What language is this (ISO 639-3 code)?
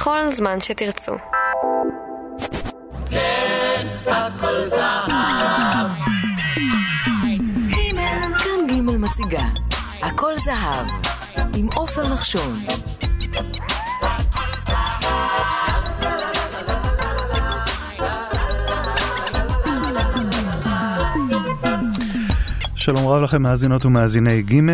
heb